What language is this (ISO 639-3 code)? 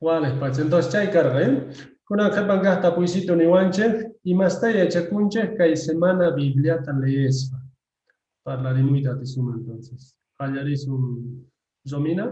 que